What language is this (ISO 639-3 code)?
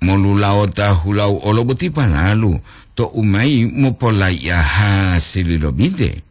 gor